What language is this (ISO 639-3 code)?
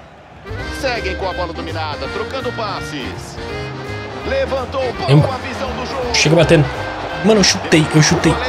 por